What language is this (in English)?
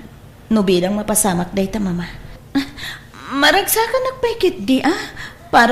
Iloko